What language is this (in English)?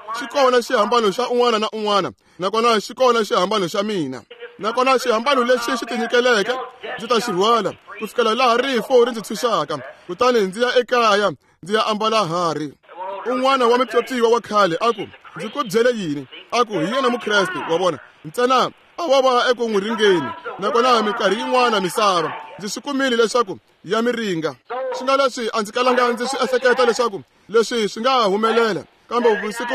Tsonga